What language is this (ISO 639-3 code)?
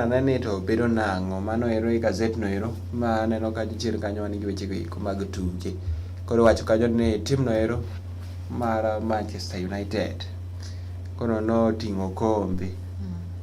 luo